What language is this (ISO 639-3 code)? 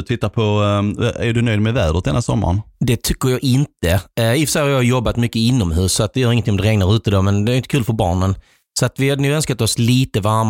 swe